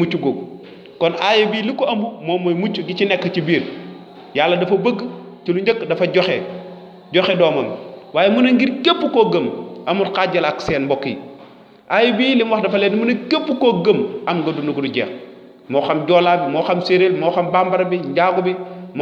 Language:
Wolof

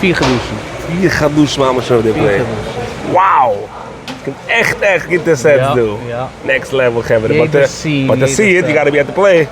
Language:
Yiddish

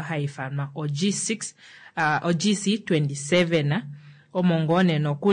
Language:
Kuanyama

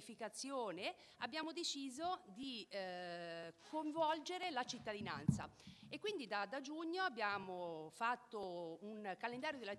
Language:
Italian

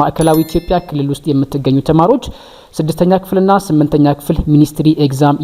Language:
Amharic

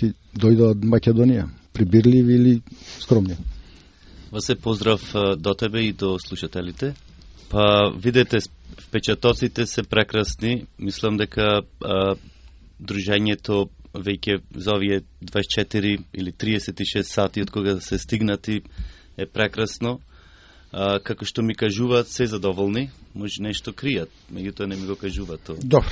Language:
Macedonian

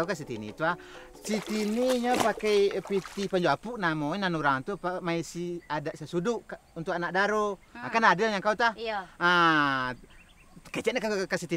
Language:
Minangkabau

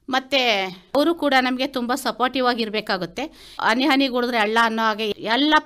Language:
Kannada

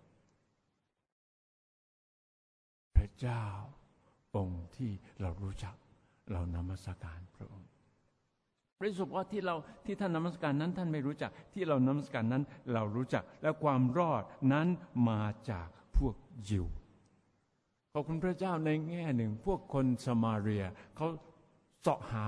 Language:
Thai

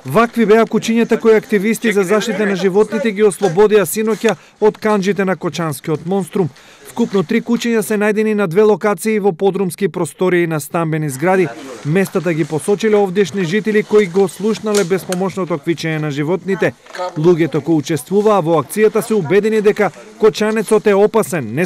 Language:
Macedonian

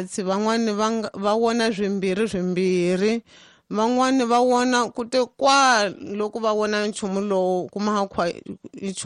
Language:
Tsonga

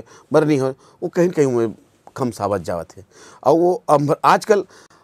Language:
Chhattisgarhi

